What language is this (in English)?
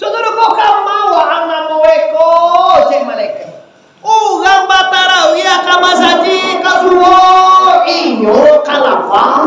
Minangkabau